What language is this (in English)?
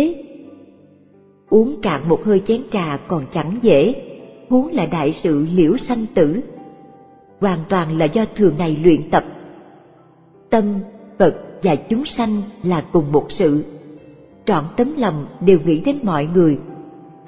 Vietnamese